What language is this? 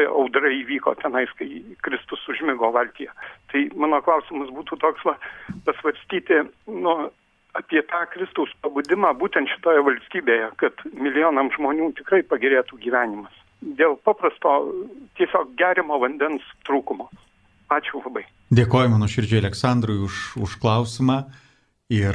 Lithuanian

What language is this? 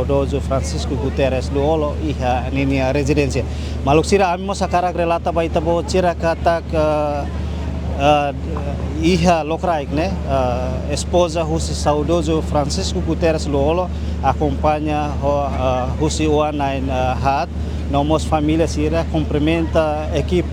Tetum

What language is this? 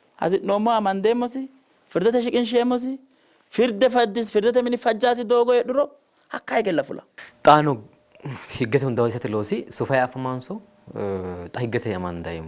Sidamo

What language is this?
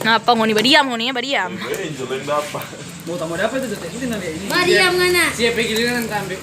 Manado Malay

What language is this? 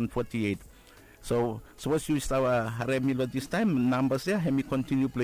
Bislama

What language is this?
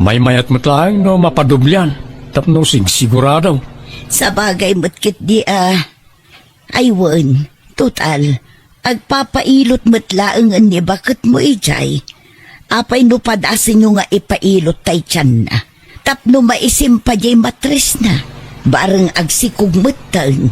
Iloko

